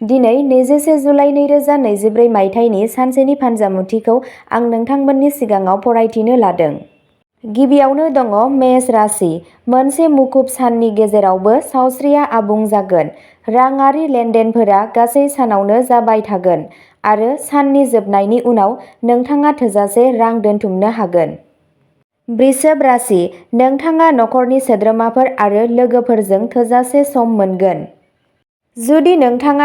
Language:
Bodo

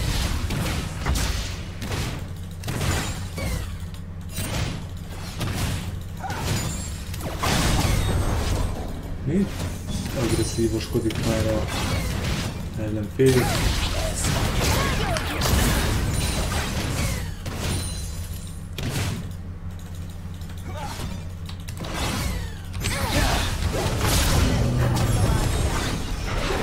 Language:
Hungarian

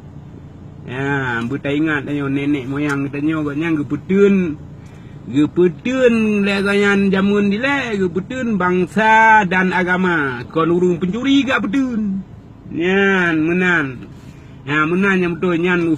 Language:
Achinese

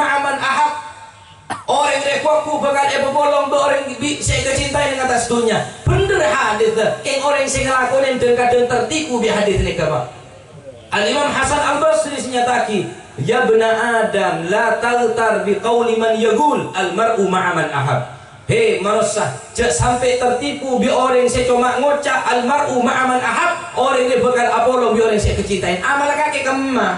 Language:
Madurese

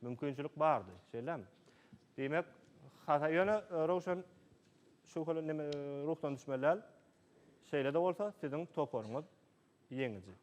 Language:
Turkmen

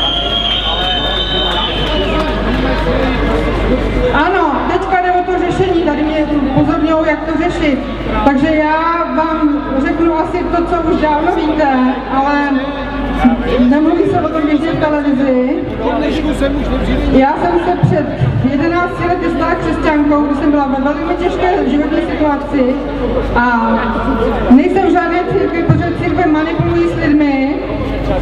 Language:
Czech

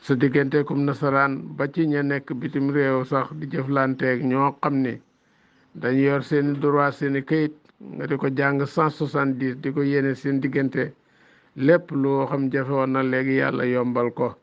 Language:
Wolof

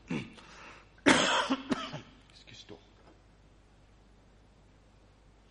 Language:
Afrikaans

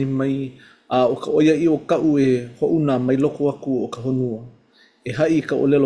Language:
Hawaiian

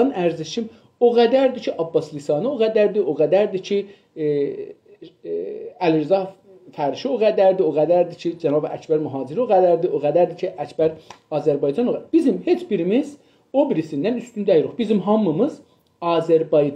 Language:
South Azerbaijani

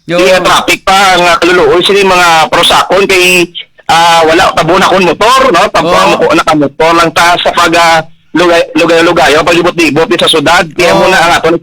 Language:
Hiligaynon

